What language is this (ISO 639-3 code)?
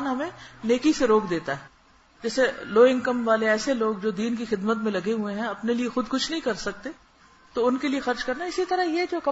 urd